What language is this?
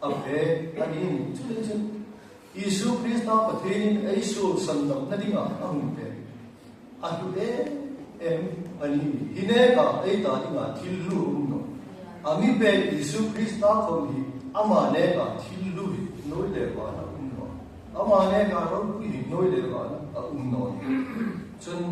Hmar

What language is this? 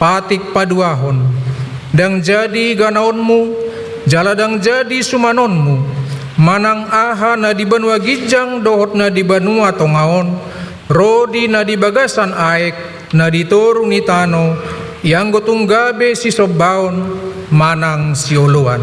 Batak Toba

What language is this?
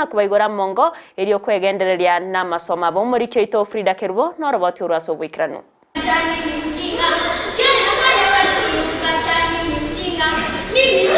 Gusii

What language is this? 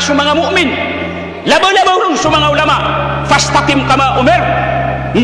Maranao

